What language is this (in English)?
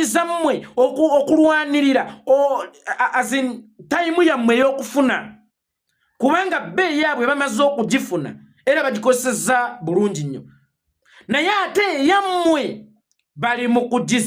Ganda